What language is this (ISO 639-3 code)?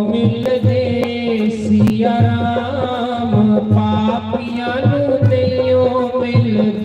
doi